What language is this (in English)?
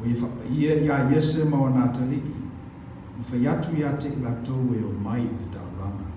Samoan